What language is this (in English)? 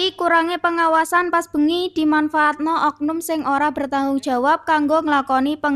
Javanese